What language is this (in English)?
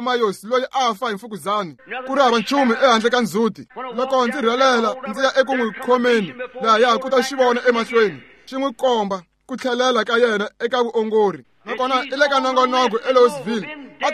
Tsonga